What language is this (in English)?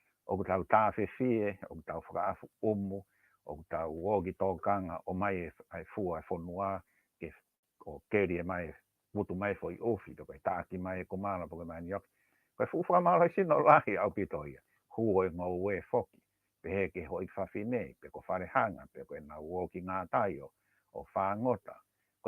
Tongan